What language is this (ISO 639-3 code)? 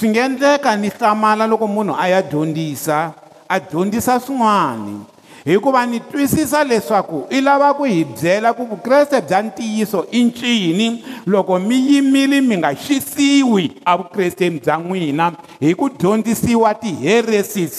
tso